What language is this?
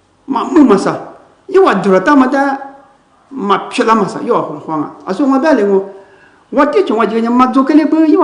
Lisu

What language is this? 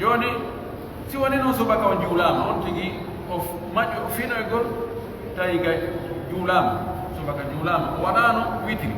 Pular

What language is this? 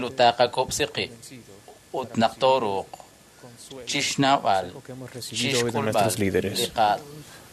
Kekchí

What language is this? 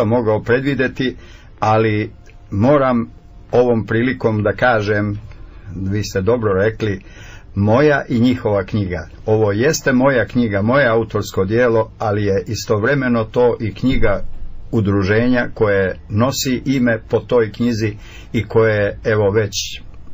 Serbian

